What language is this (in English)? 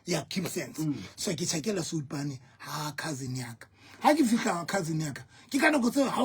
Southern Sotho